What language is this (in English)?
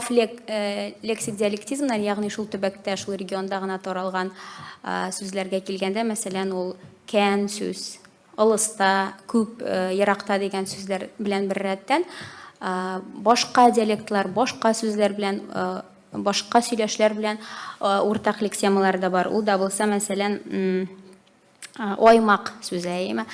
Tatar